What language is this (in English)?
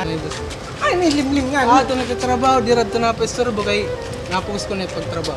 Waray